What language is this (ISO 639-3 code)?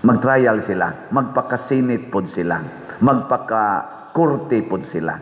ceb